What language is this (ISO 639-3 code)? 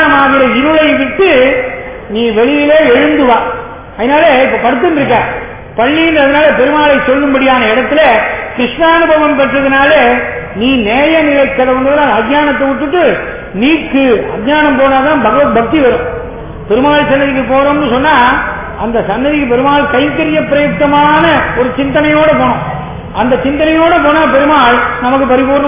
tam